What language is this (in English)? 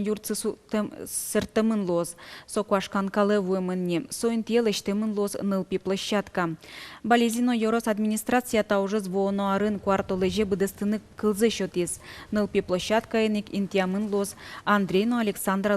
Udmurt